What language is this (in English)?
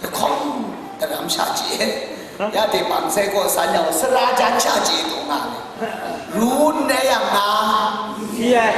Kachin